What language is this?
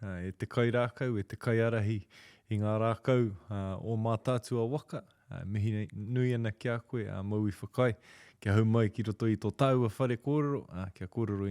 Māori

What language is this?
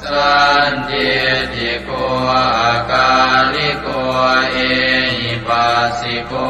Pali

